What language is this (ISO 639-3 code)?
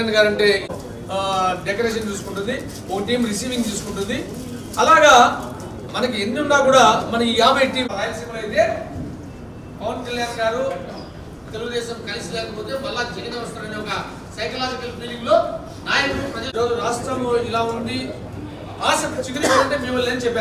tel